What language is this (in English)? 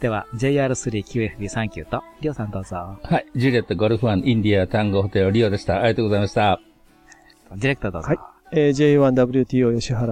Japanese